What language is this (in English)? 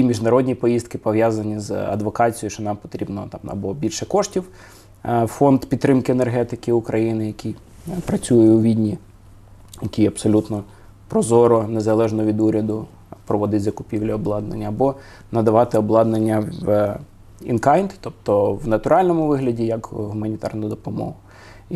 Ukrainian